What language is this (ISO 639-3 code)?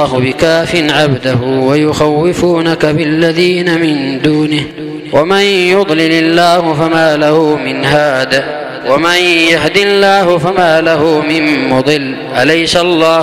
ara